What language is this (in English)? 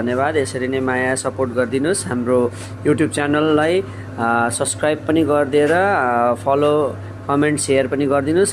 Nepali